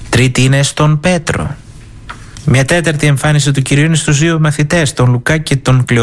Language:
Greek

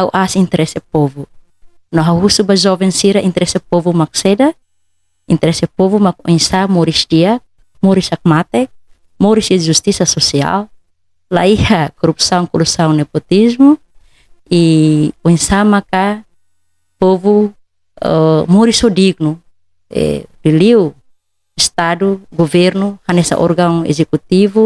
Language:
Tetum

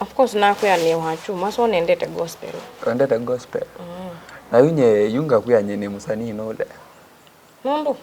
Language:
Kamba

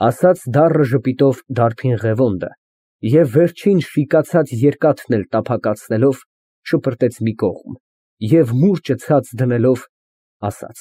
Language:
Armenian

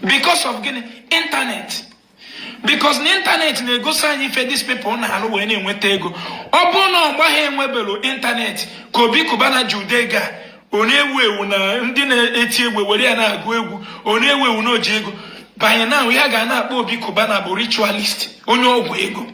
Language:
Igbo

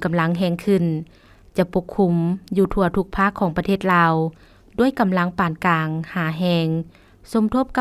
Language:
Lao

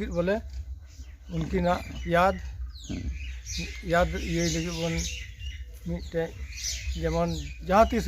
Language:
Santali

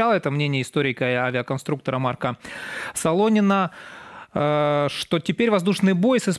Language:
Russian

